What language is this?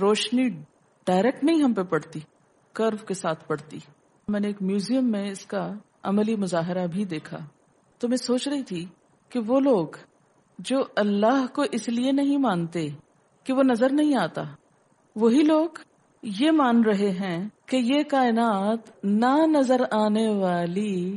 Urdu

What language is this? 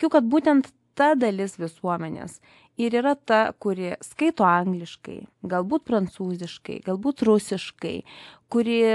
Lithuanian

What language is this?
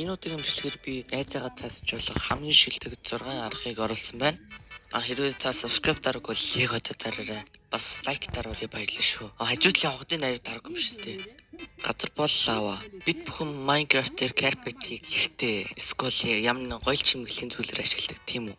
Mongolian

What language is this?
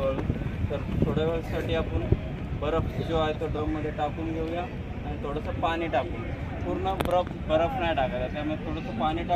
Marathi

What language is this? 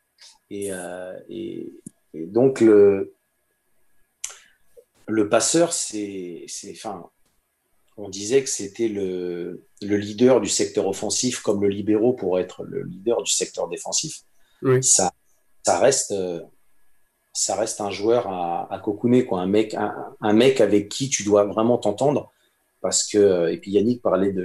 French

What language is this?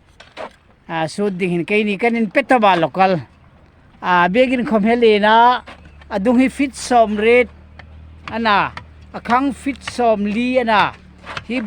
Hmar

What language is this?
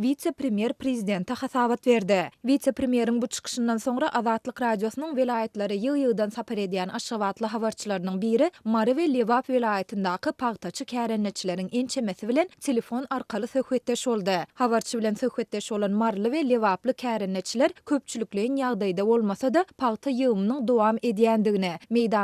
Turkmen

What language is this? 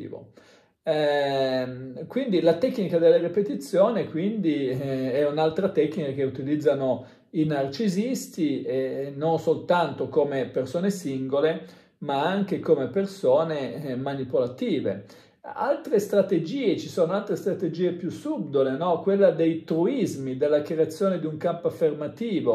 Italian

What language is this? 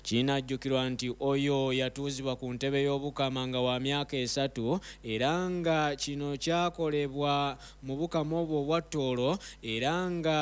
Ganda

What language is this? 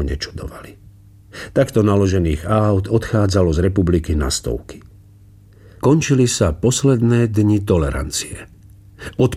Slovak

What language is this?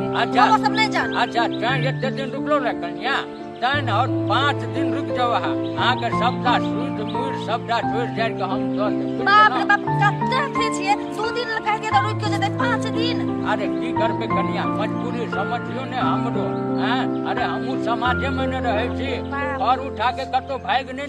Maithili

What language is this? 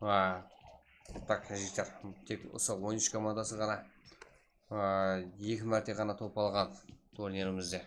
Kara-Kalpak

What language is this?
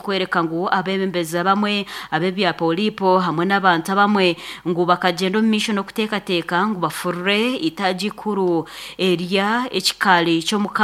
Nyankole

